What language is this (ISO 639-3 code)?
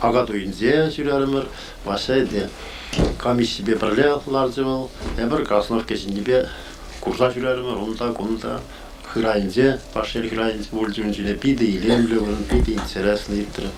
chv